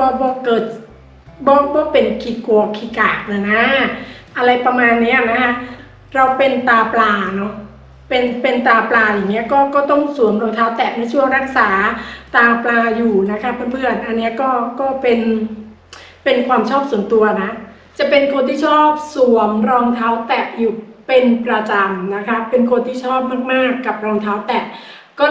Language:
Thai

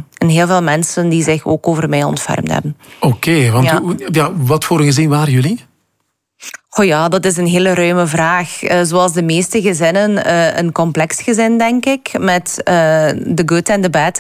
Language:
Dutch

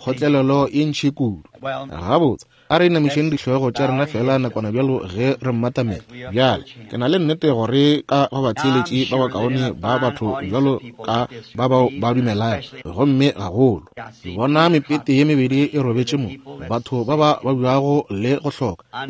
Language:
Northern Sotho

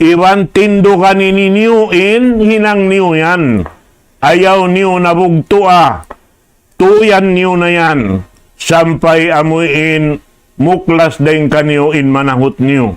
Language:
Tausug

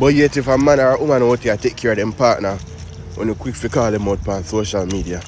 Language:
Jamaican Creole English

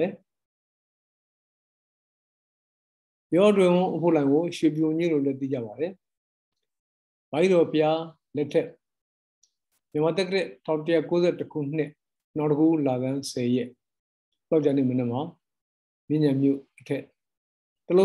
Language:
Burmese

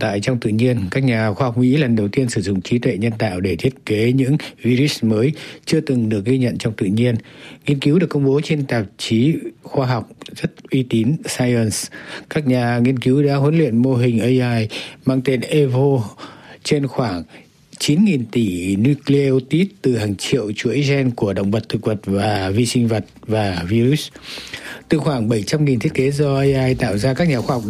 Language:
Vietnamese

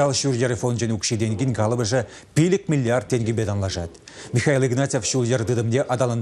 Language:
Chuvash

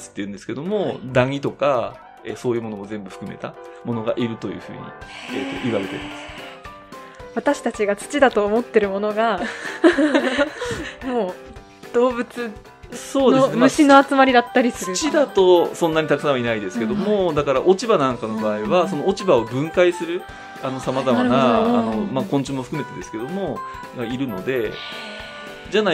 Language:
Japanese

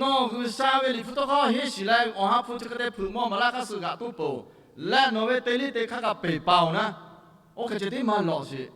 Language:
Lahu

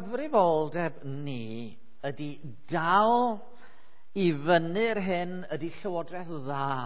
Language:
Welsh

